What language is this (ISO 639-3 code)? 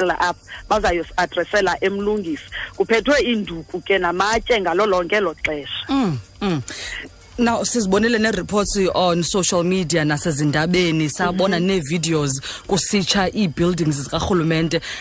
xho